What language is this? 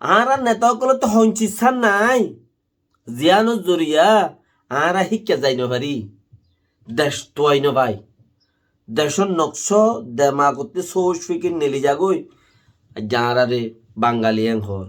Rohingya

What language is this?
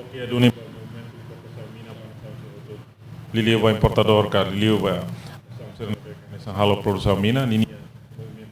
Tetum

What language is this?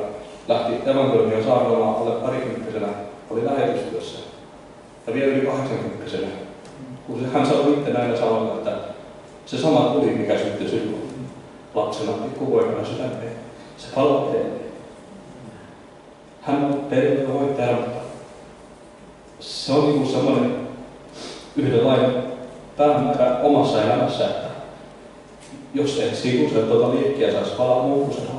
Finnish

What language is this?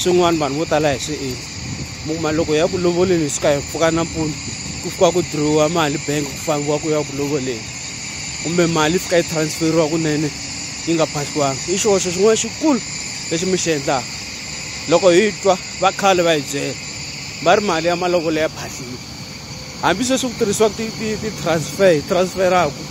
Tsonga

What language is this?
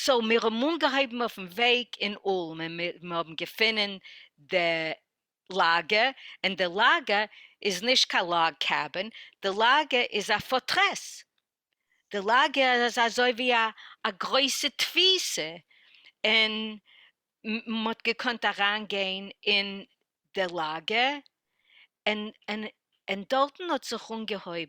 Yiddish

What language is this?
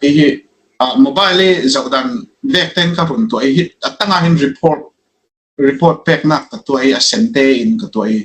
Falam Chin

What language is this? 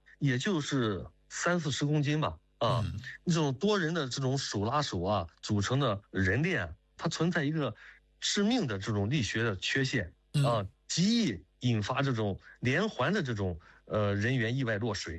Chinese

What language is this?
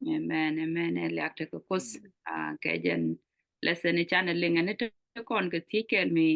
Nuer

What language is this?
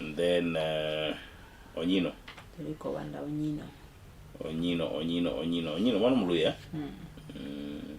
Luo (Kenya and Tanzania)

